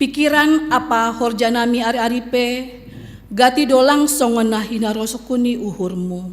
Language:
Batak Simalungun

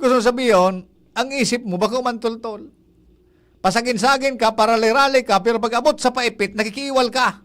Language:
Bikol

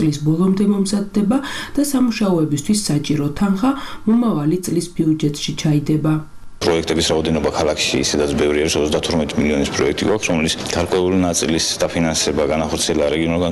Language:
Georgian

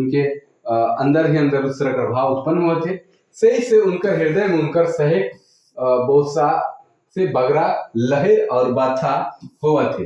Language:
Sadri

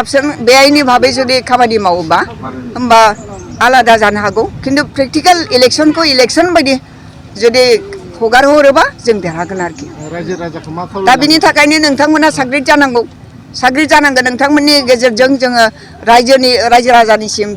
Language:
Bodo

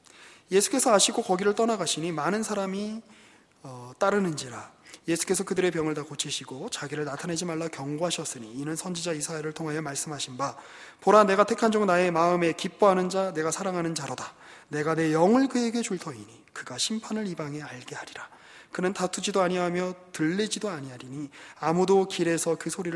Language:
Korean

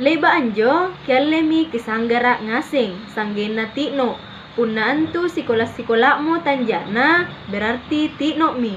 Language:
Makasar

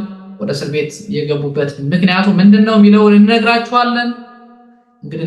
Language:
Amharic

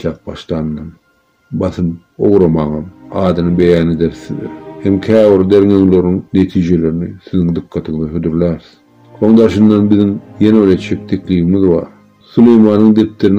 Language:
Turkmen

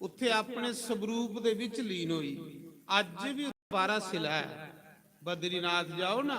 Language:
Dogri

